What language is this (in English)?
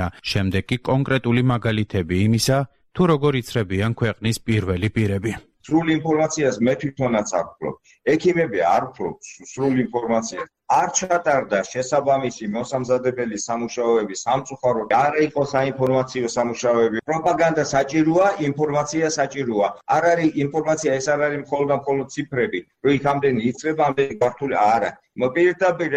Georgian